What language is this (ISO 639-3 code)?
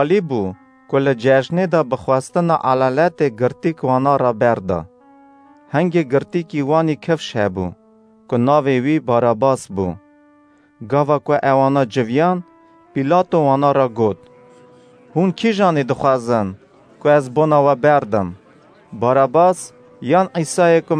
kur